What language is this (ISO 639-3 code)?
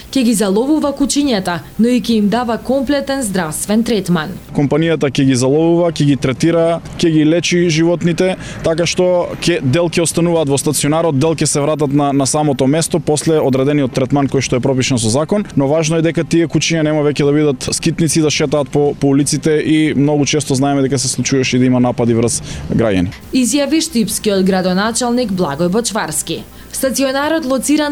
mkd